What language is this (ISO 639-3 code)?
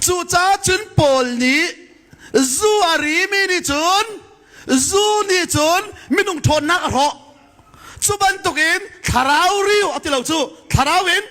cnh